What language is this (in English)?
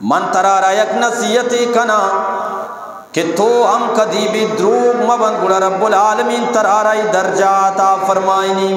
Eastern Balochi